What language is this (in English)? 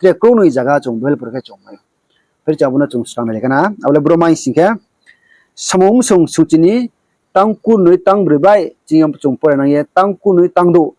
Riang (India)